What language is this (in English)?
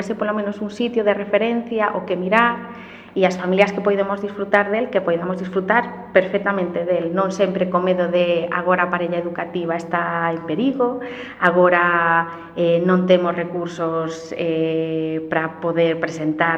Galician